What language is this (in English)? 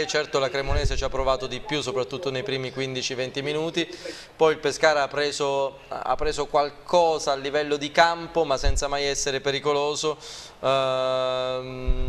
Italian